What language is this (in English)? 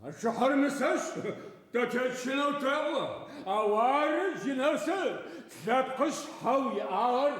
Adyghe